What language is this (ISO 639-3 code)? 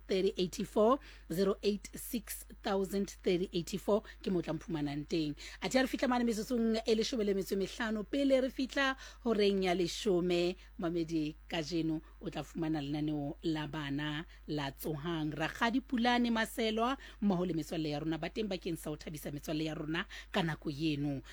sot